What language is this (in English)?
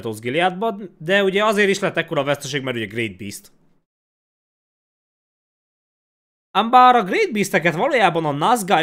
Hungarian